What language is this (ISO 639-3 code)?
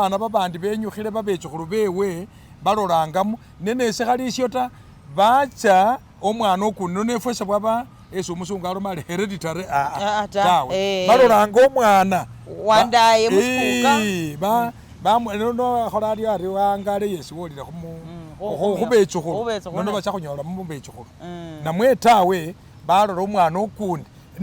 myx